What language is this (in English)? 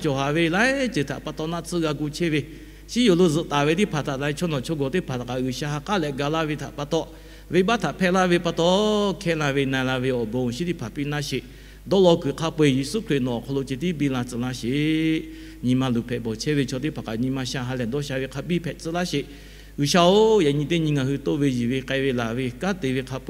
Lahu